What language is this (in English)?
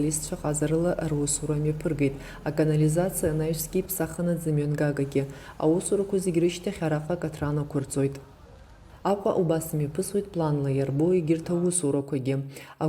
Abkhazian